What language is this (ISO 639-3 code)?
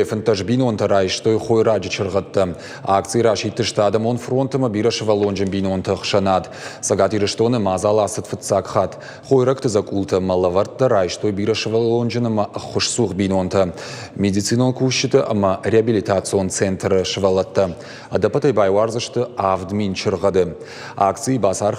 oss